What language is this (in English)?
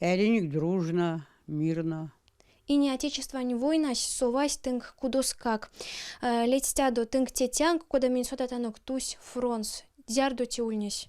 Erzya